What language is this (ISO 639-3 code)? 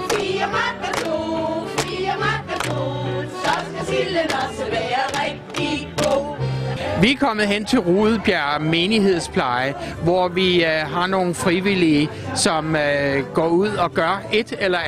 dan